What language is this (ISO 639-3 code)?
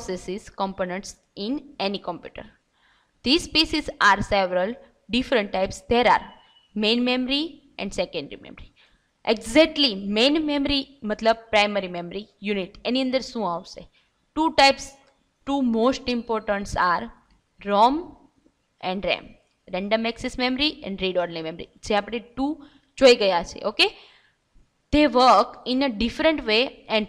guj